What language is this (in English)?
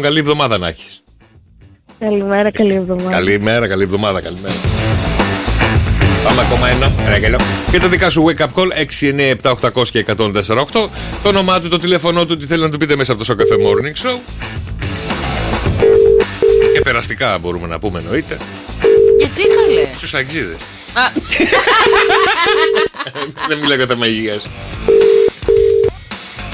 Greek